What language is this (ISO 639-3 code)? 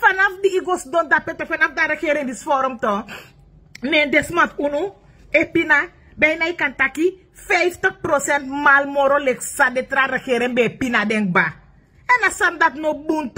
srn